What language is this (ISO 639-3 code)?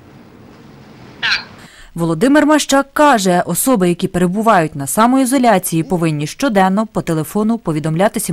ukr